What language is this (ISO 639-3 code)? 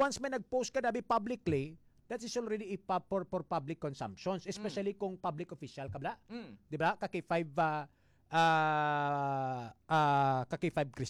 hil